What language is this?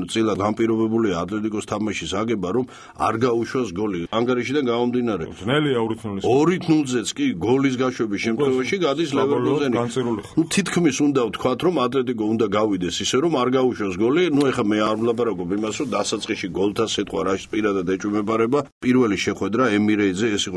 Georgian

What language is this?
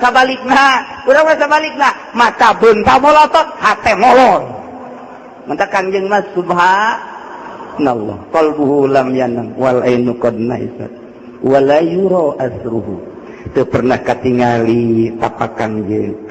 Sundanese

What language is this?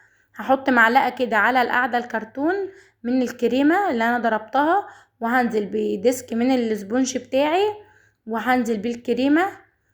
Egyptian Arabic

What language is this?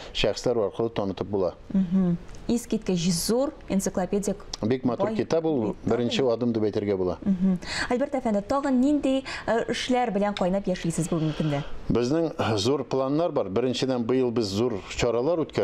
Tatar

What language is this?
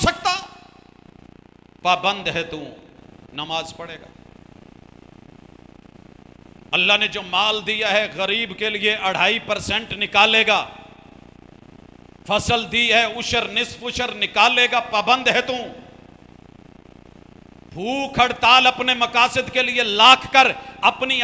Urdu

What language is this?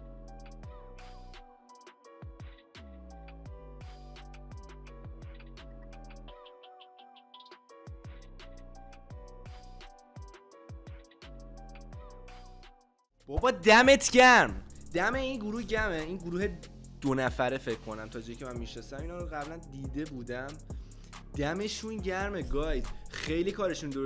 Persian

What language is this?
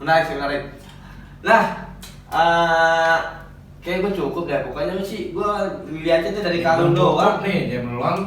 Betawi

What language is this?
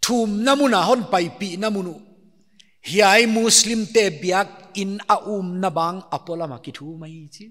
Paite Chin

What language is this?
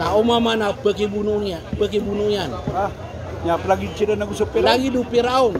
Maranao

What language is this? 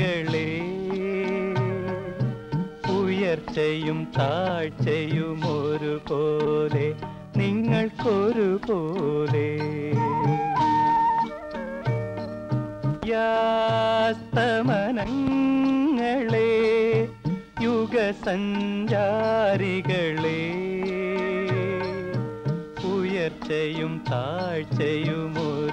Malayalam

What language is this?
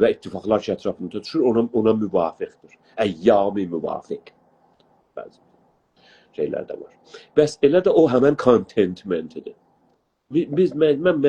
South Azerbaijani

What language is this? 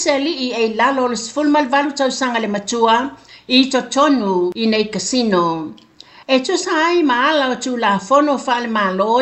Samoan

